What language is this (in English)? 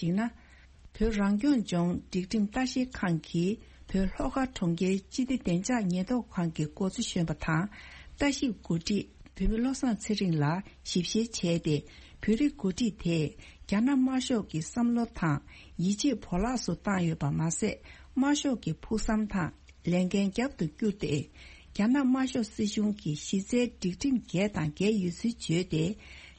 Tibetan